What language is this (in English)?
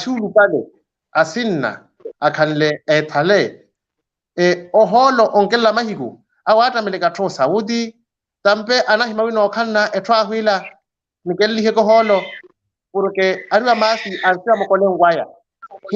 Makhuwa